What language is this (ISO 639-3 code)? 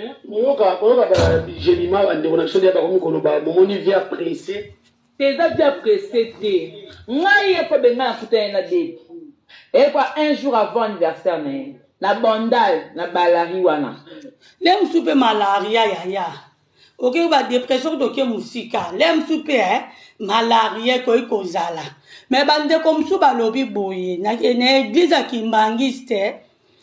lin